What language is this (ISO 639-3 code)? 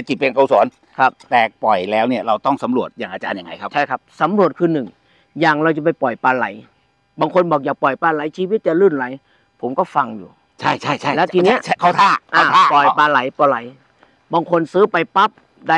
tha